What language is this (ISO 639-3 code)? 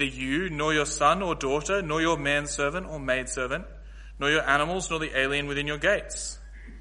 eng